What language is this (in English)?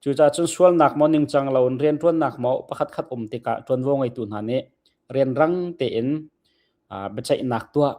Hakha Chin